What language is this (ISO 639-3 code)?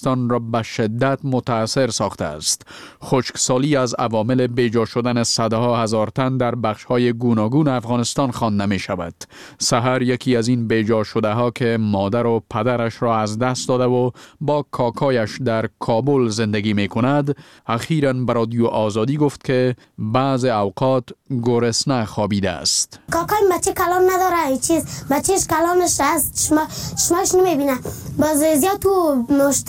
fas